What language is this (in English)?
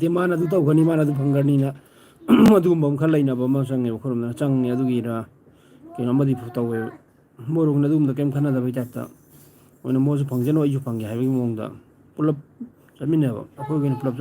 Manipuri